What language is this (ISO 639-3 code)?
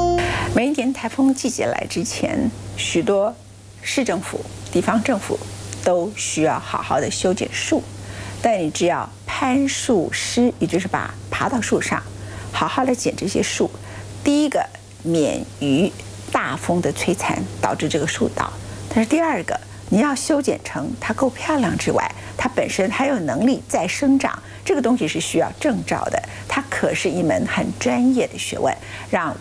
zho